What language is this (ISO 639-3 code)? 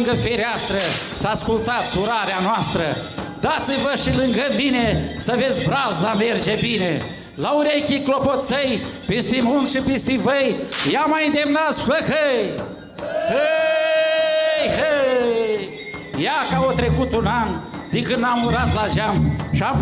ron